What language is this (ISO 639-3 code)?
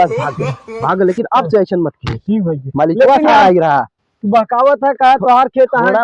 awa